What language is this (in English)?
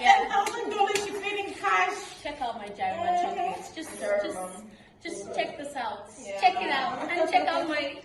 Nigerian Pidgin